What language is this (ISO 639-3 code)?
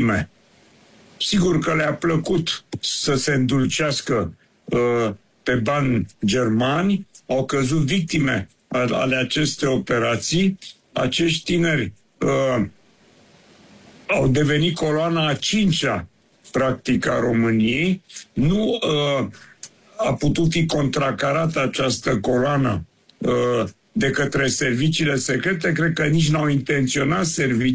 ron